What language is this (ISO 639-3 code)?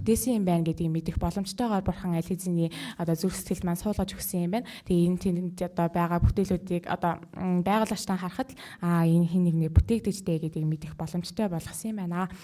mon